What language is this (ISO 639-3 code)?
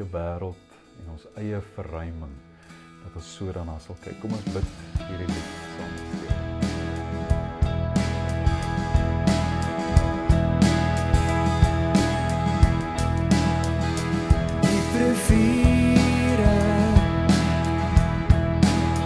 afr